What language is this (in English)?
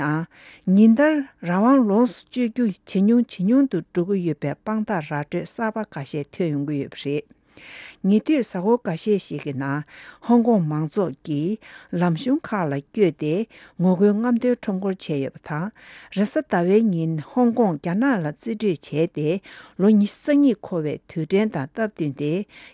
Tibetan